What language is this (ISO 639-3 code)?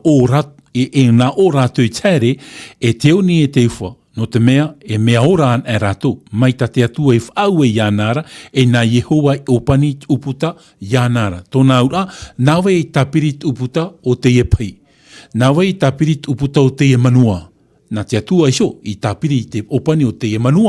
tah